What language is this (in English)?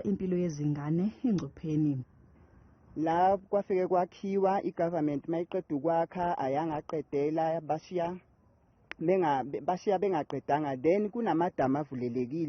Zulu